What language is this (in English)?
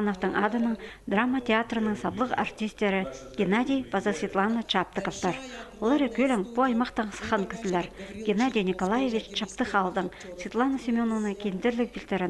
Khakas